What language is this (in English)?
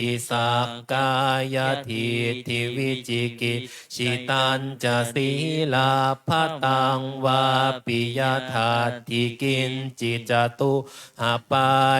Pali